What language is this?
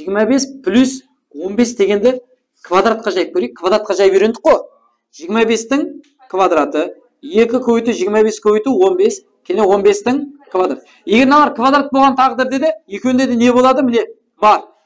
Kara-Kalpak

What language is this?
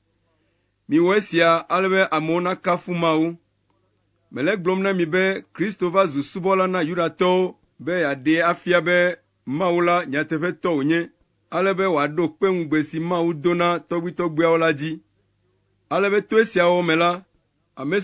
Ewe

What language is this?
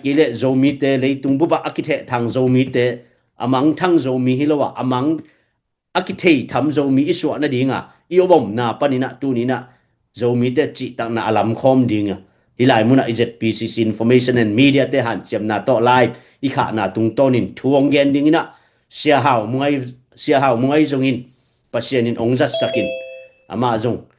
Tedim Chin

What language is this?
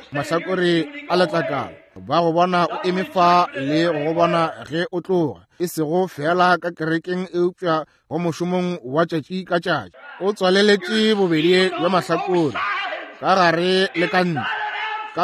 Northern Sotho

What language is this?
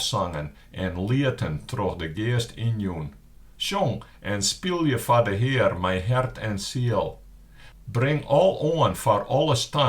Western Frisian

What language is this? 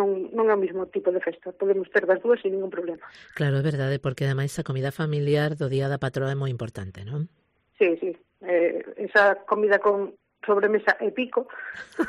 Galician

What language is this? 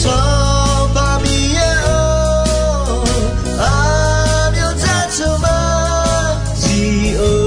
Akha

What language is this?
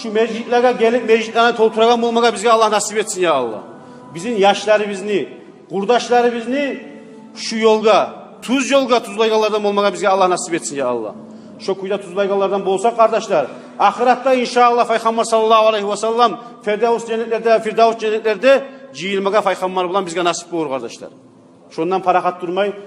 Kumyk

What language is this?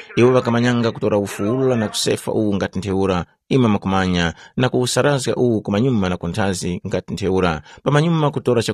Tumbuka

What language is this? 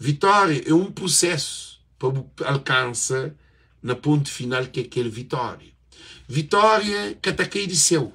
Kabuverdianu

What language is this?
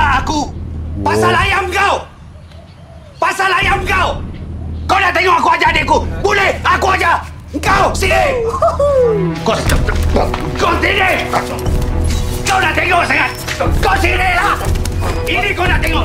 Malay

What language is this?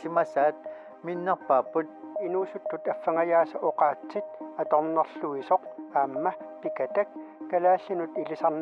Kalaallisut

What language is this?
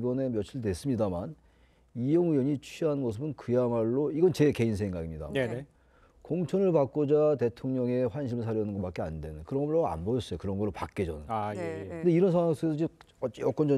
Korean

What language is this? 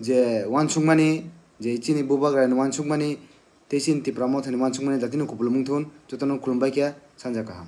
Kok Borok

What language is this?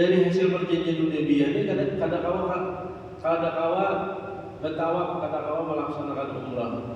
Banjar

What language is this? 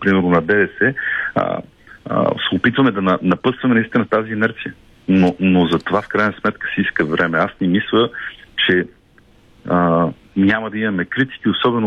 Bulgarian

